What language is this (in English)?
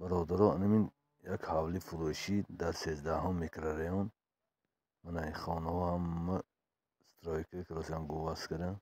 Tajik